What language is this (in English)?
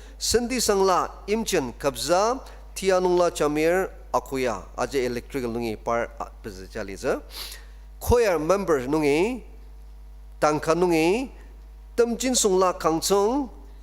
Ao Naga